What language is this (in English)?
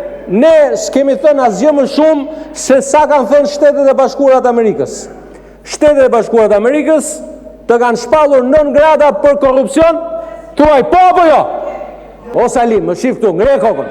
Albanian